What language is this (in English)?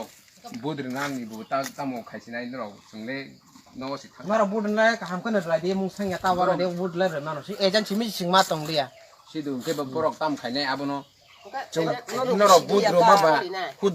Kok Borok